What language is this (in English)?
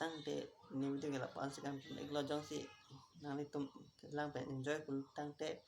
Karbi